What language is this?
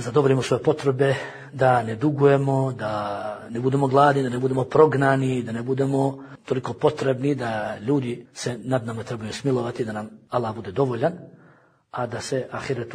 Bosnian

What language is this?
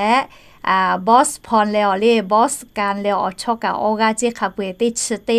Lahu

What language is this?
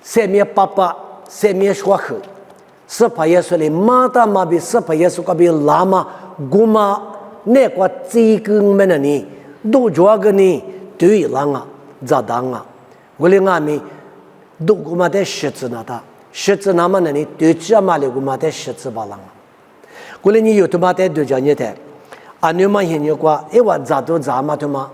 Lisu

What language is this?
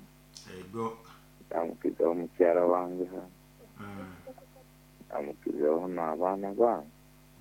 Nyoro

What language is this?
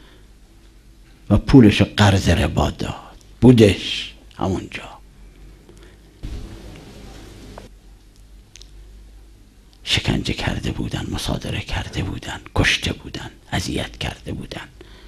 Persian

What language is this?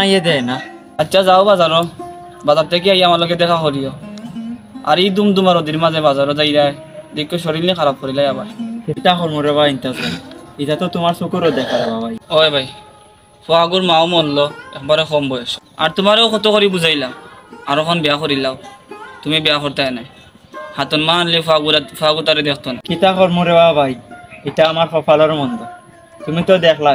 Sylheti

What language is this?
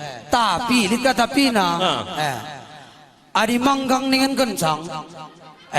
Batak Karo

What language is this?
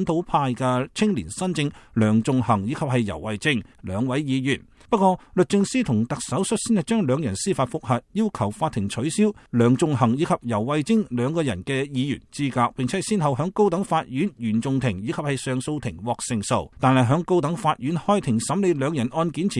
Cantonese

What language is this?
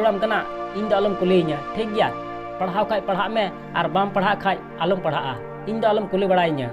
Santali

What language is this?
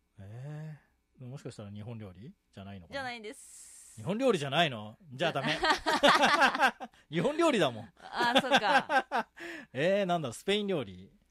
Japanese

